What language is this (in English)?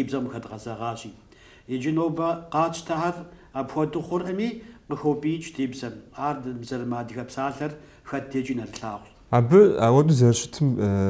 Kabardian